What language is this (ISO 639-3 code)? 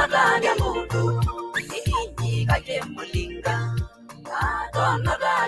mas